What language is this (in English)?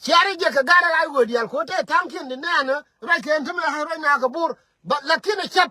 Nuer